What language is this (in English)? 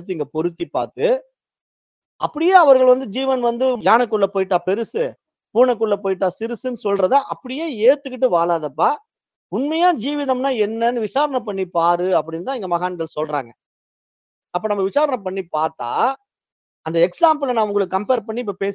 Tamil